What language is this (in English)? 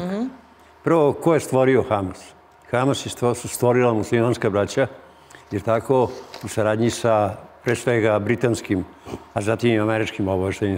Serbian